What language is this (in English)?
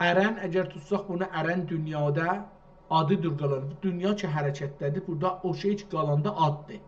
South Azerbaijani